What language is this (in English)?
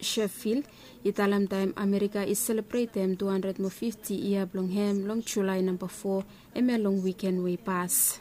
Bislama